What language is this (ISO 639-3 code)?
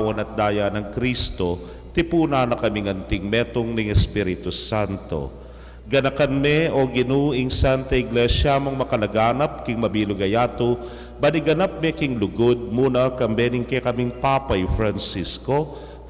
pam